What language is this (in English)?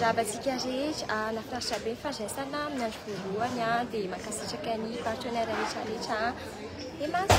Malagasy